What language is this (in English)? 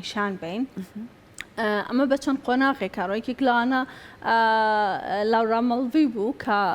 Central Kurdish